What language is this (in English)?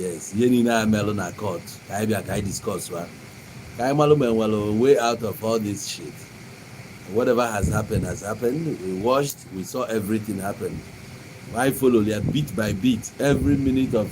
Igbo